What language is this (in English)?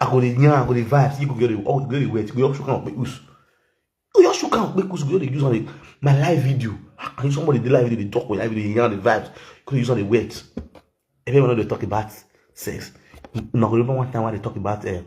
Nigerian Pidgin